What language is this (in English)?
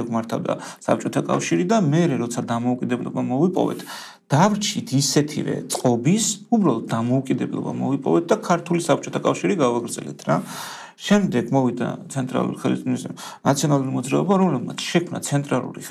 Georgian